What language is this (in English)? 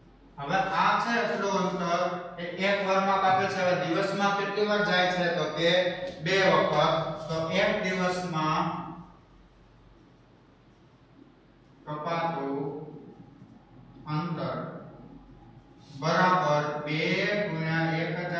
Gujarati